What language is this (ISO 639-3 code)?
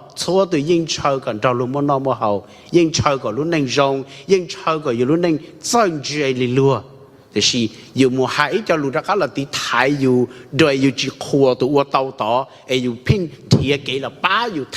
hmn